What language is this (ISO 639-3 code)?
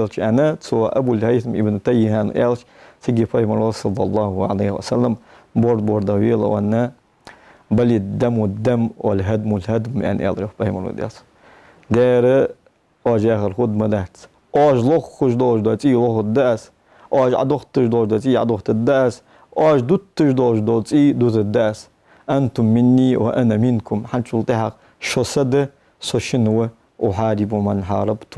inh